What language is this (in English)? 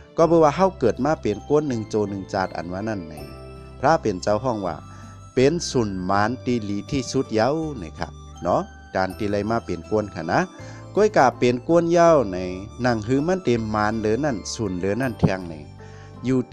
Shan